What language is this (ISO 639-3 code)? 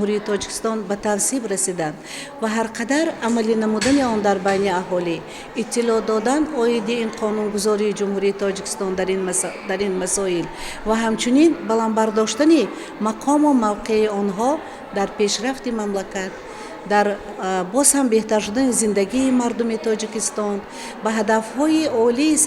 tgk